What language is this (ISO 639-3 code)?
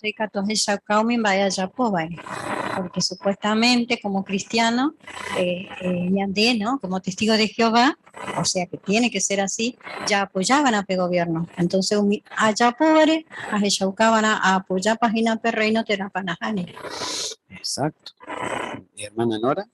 grn